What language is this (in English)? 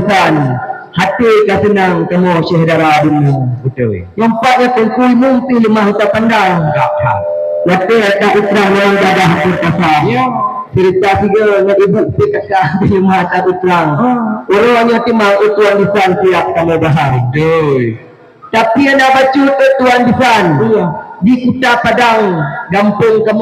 Achinese